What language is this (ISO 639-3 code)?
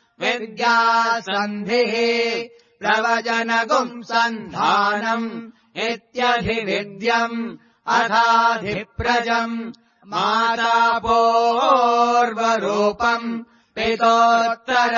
san